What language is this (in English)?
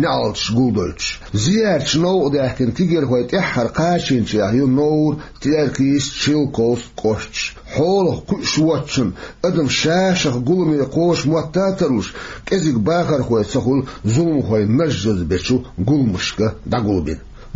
Chechen